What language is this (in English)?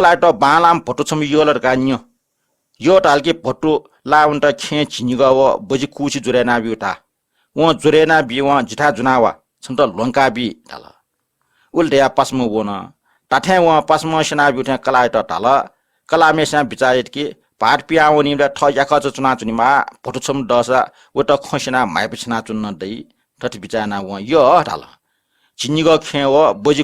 Newari